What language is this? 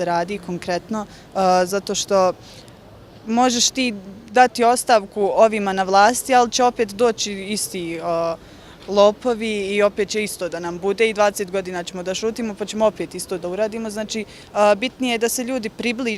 Bosnian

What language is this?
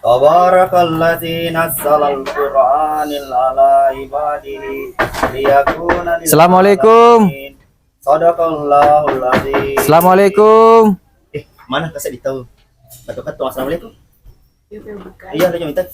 Buginese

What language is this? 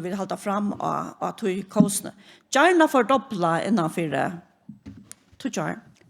Faroese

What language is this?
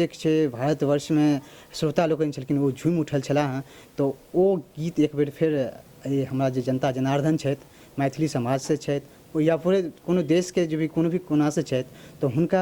Maithili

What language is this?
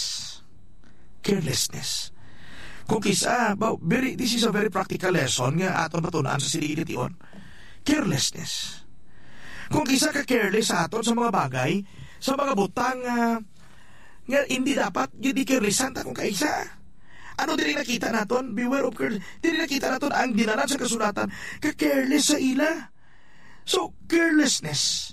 Hiligaynon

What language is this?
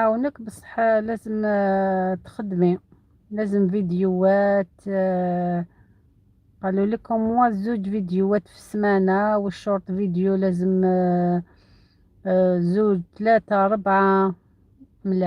Algerian Arabic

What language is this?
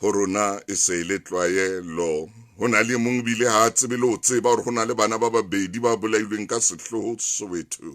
Southern Sotho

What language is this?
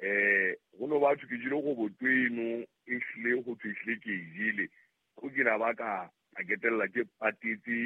Southern Sotho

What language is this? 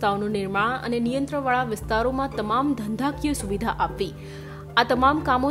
Gujarati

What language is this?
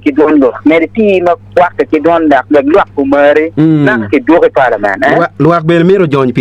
Acoli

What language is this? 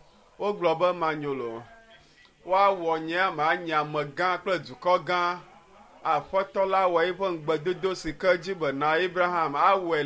Ewe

